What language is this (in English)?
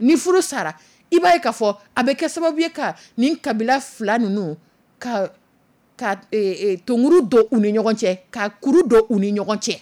Dyula